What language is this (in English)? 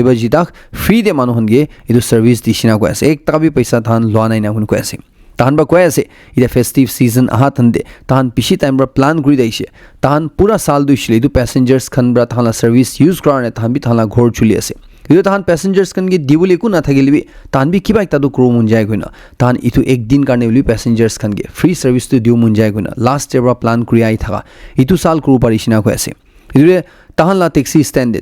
Naga Pidgin